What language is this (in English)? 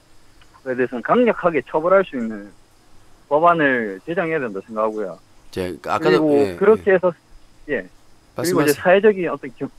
Korean